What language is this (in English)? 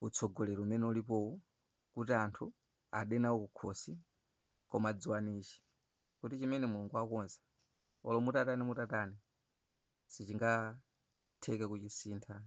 Nyanja